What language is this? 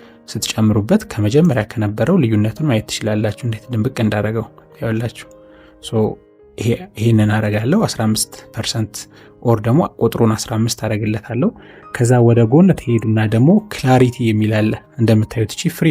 Amharic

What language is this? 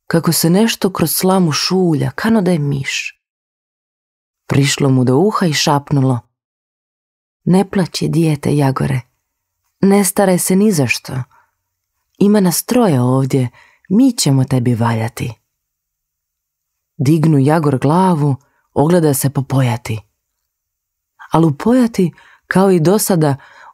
Croatian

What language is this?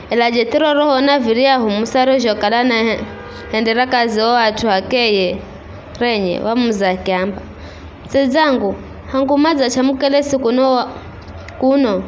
Giryama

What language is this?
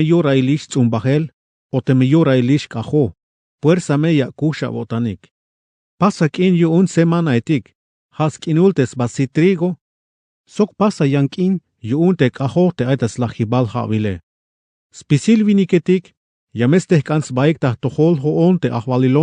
Tzeltal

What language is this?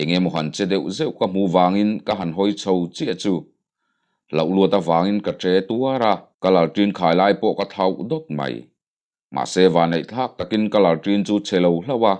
Mizo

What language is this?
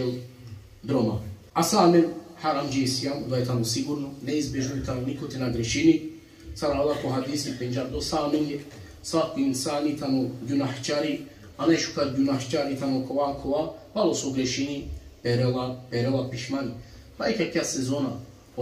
Balkan Romani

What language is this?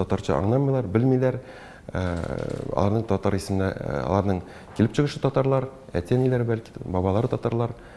Tatar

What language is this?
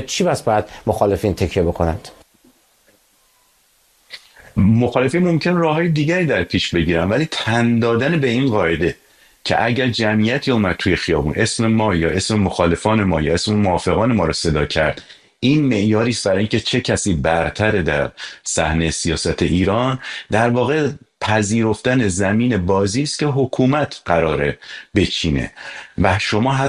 Persian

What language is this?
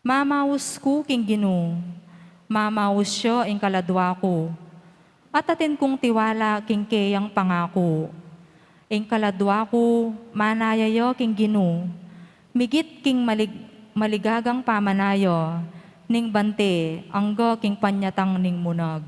Pampanga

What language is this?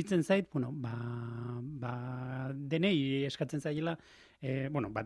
Basque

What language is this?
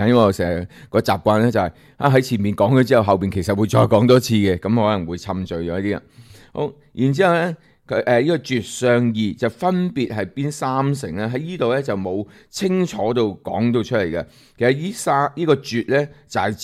Cantonese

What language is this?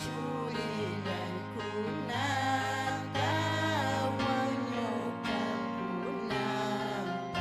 Ayacucho Quechua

